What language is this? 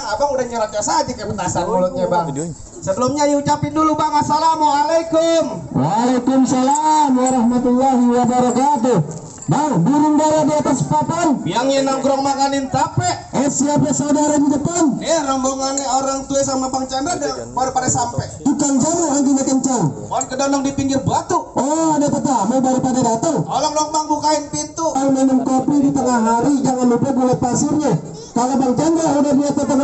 Betawi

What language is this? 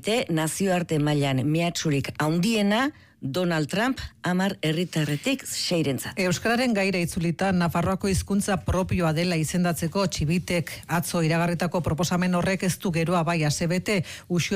Basque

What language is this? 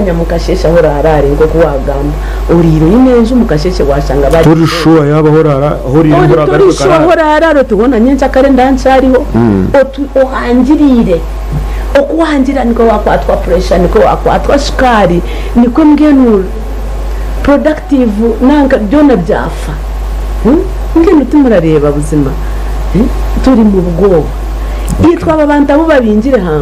Nyankole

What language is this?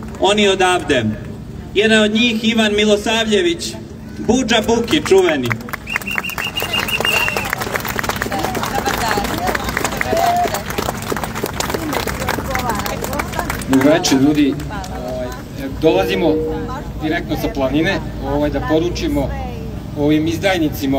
Serbian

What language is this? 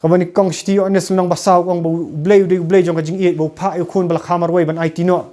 Khasi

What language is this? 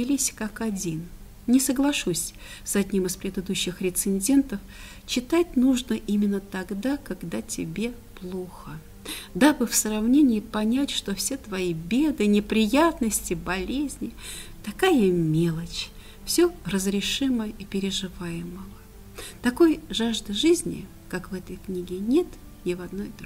Russian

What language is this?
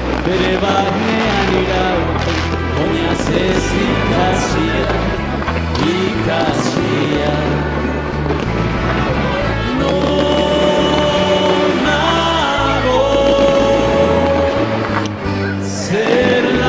Basque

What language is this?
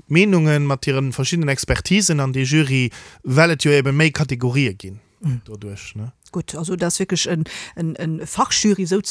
Luxembourgish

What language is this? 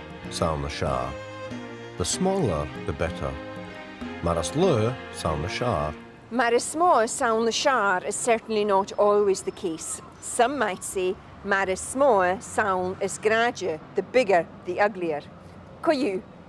Scottish Gaelic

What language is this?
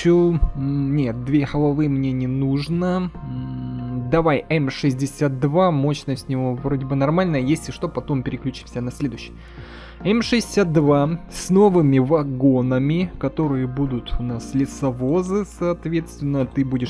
Russian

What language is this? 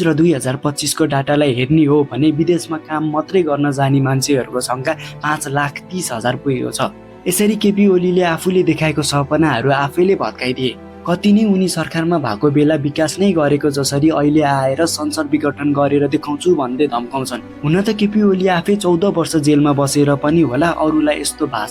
Nepali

